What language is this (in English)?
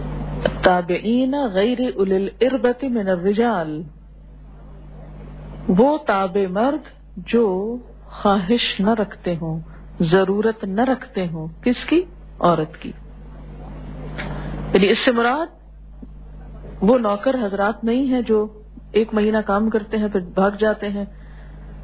Urdu